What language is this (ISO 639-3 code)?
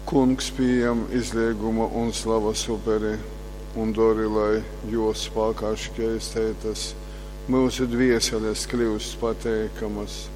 ltg